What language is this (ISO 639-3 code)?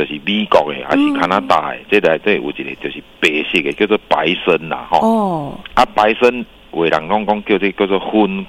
nan